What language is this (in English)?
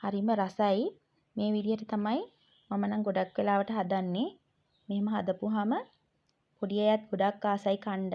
Sinhala